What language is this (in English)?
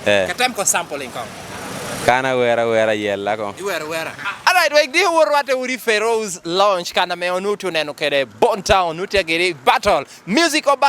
Lango (Uganda)